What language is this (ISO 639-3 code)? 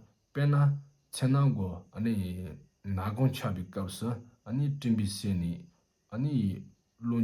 bod